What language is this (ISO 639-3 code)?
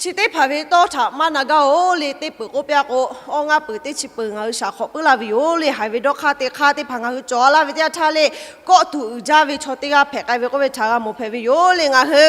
lhu